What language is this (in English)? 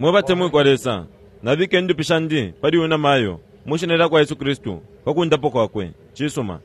Bemba